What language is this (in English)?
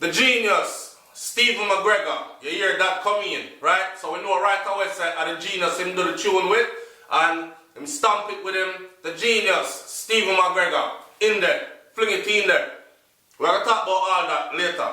Jamaican Creole English